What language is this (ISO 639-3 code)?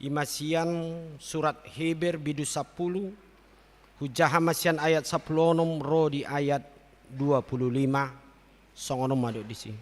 bbc